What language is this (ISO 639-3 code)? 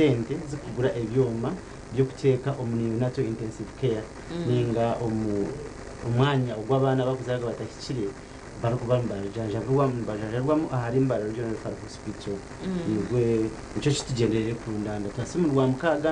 nyn